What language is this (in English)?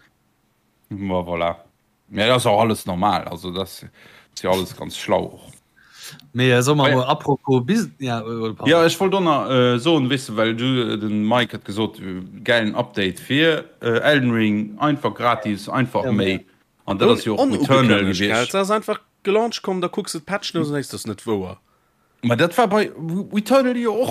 Luxembourgish